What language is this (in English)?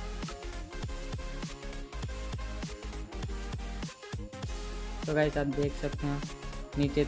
Hindi